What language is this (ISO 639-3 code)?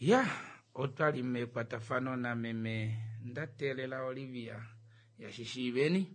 kua